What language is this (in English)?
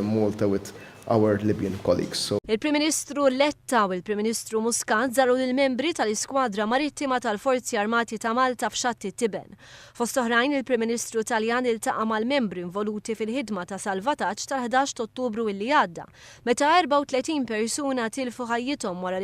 Maltese